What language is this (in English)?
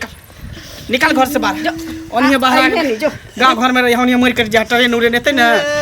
Maithili